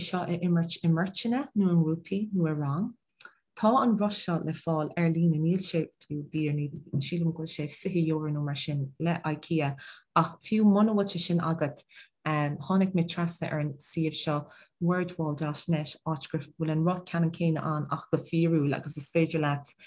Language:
Irish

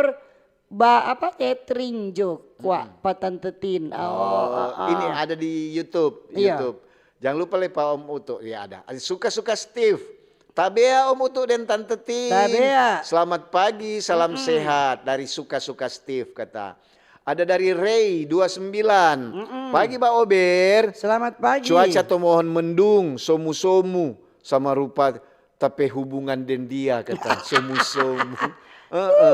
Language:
Manado Malay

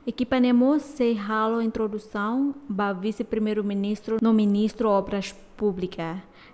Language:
Tetum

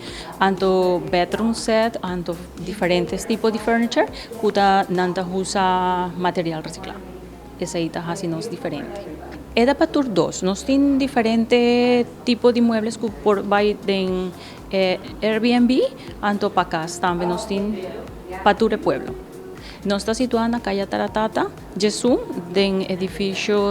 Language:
Papiamento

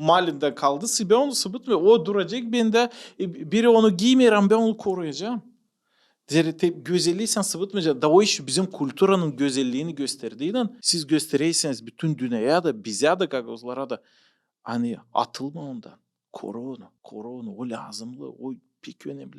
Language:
Gagauz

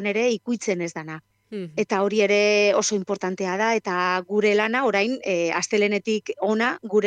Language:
Basque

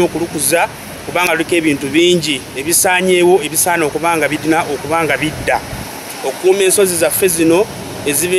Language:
Ganda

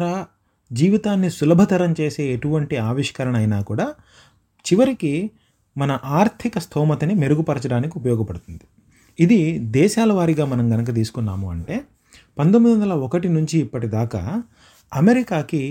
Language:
Telugu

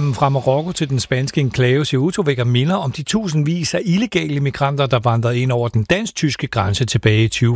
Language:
Danish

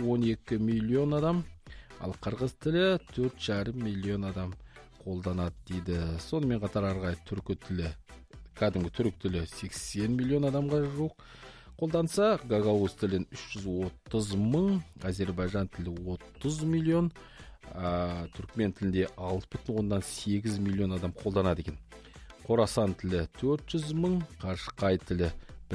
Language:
Kazakh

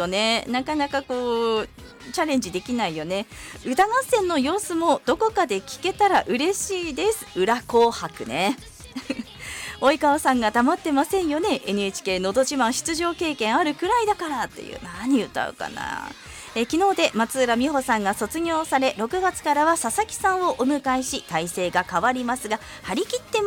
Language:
Japanese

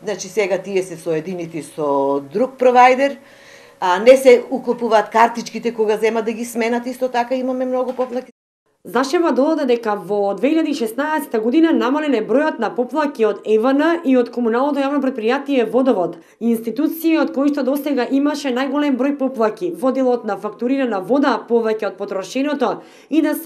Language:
Macedonian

